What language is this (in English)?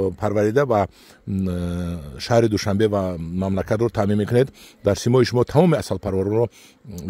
Tajik